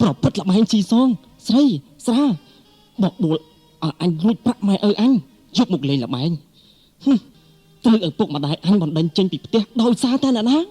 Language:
Khmer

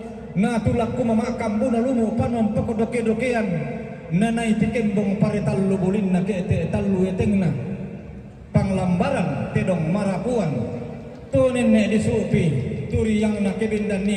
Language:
Toraja-Sa'dan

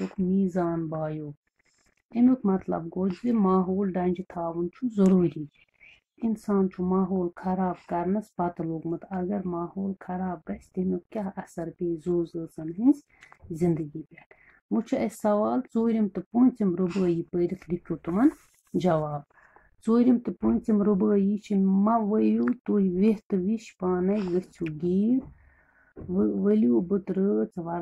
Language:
Kashmiri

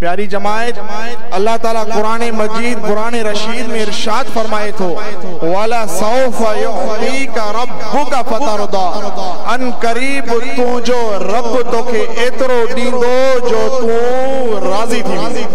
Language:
Sindhi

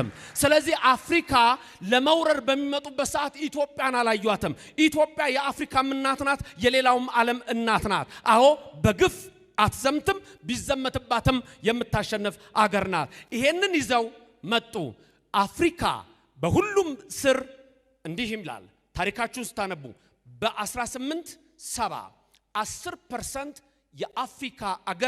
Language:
Amharic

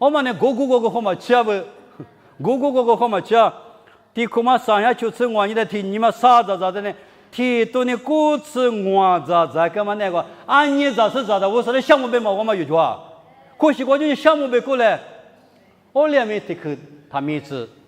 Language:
Lisu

